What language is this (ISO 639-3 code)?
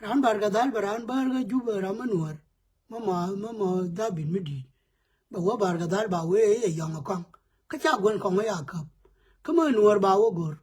nus